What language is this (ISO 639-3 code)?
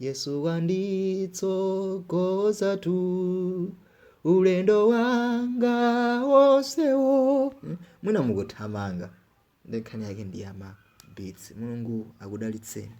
nya